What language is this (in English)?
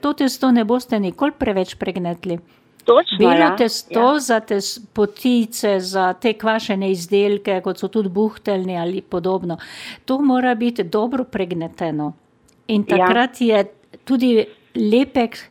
Slovenian